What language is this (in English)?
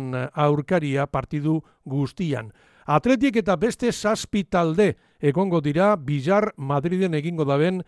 Basque